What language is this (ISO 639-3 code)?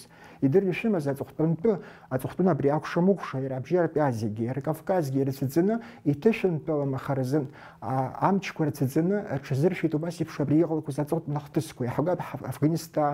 abk